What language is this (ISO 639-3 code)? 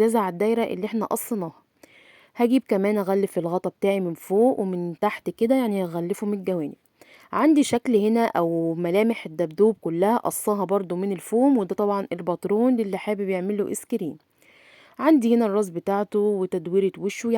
arz